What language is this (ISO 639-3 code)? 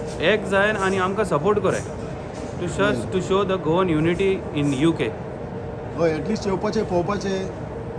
kok